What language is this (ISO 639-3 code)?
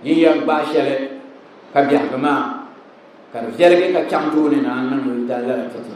dag